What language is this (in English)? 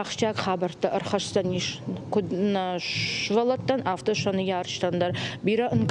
Ossetic